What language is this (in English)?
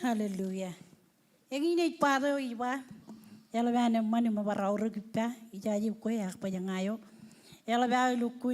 Marshallese